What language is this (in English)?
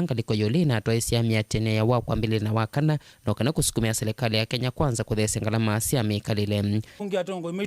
Kamba